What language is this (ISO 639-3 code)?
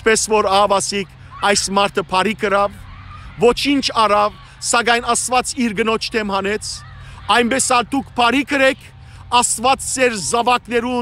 hyw